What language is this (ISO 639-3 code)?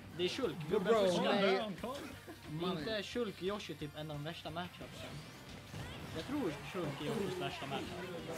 swe